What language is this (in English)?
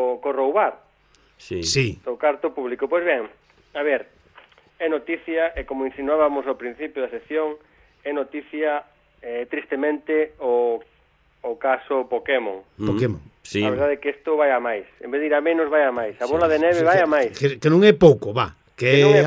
Galician